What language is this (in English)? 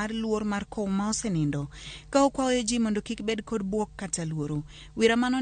Luo (Kenya and Tanzania)